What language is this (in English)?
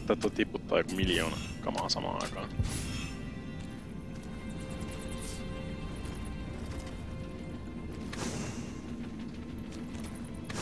Finnish